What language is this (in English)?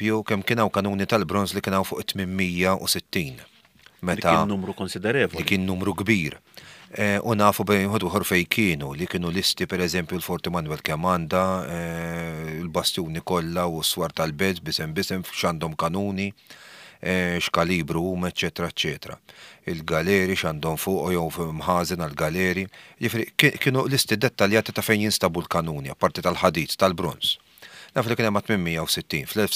Maltese